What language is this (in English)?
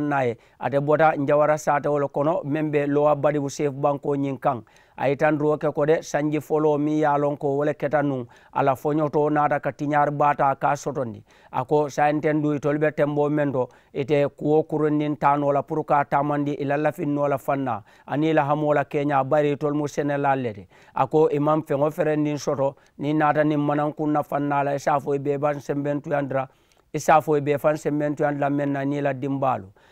Mandingo